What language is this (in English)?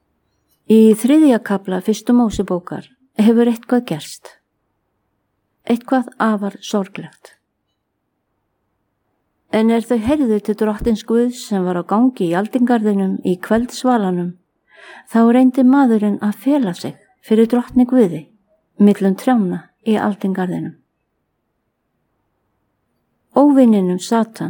Icelandic